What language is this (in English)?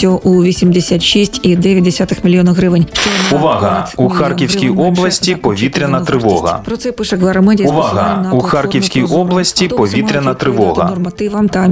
Ukrainian